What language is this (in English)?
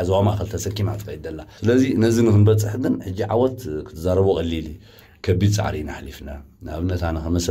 Tigrinya